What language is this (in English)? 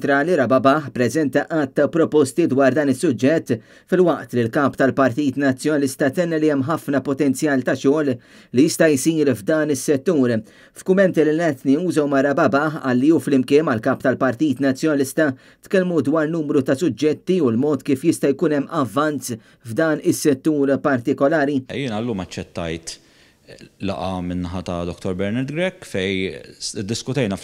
Maltese